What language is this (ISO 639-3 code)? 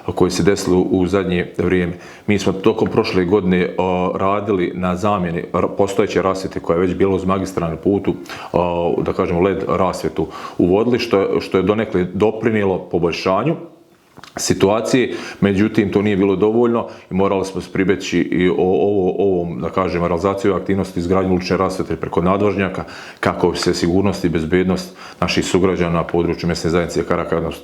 bos